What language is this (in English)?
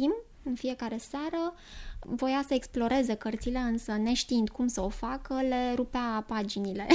Romanian